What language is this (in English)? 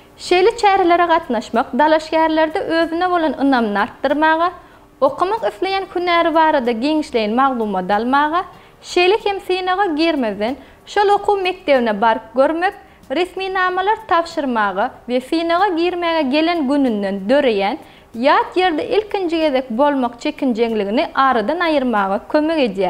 Turkmen